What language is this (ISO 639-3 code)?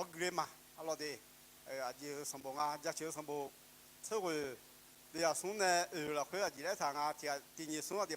ahk